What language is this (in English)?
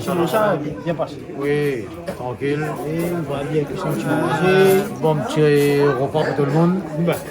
Réunion Creole French